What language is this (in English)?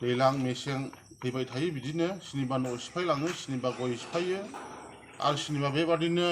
Bodo